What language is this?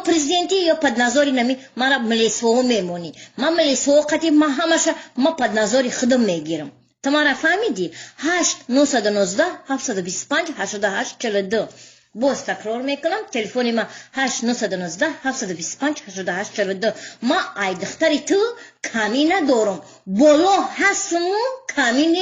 Tajik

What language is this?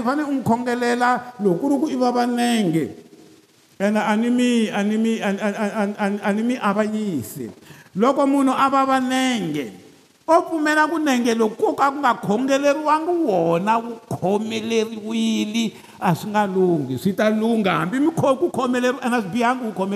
Tsonga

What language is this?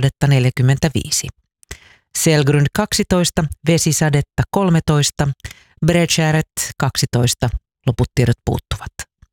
Finnish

